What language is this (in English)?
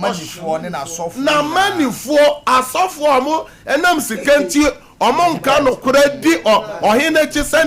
Akan